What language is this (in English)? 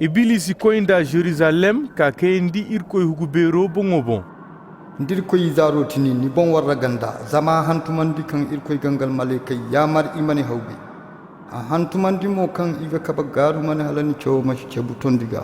Zarma